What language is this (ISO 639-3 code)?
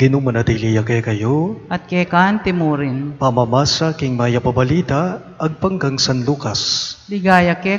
pam